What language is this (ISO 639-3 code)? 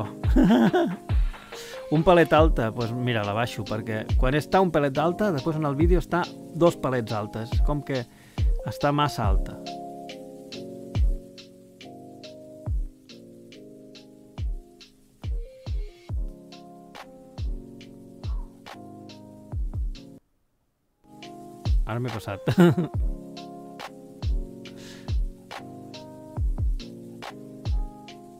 cat